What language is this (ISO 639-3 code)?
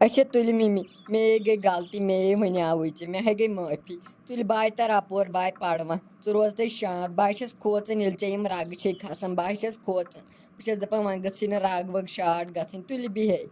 kas